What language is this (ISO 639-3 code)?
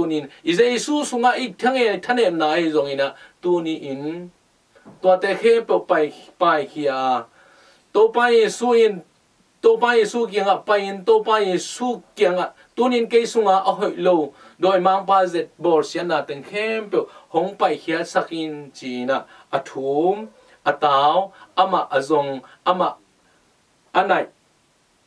ctd